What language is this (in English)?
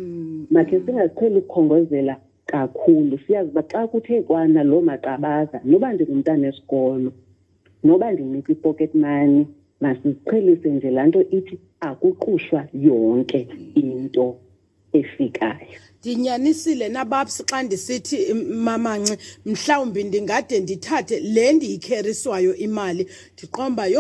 Xhosa